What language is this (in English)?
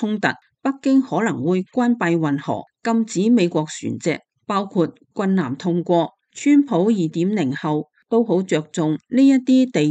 Cantonese